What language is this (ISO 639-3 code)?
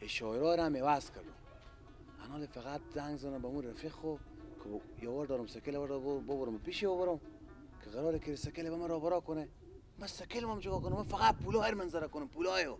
fas